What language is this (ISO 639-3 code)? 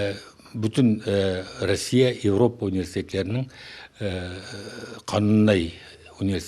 crh